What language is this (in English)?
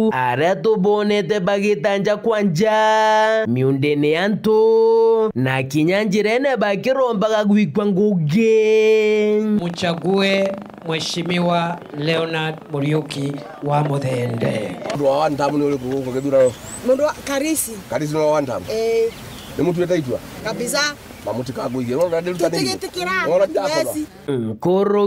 Meru